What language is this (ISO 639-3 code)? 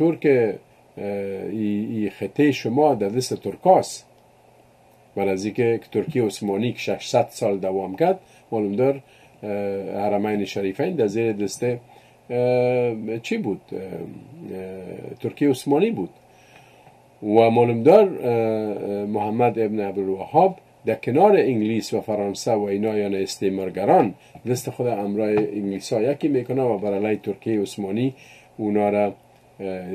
fas